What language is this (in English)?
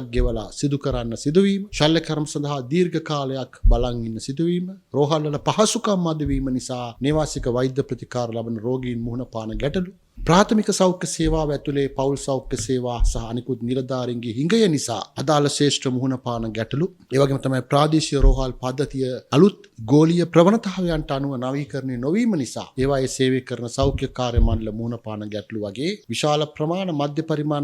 Sinhala